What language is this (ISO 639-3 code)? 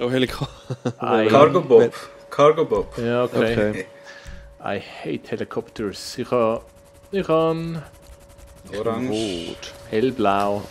gsw